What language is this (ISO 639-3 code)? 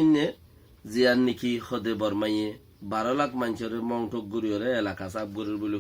rhg